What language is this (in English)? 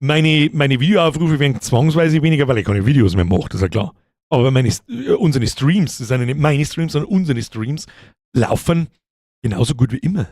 Bavarian